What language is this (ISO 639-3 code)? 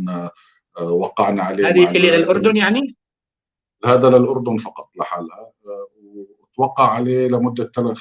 apc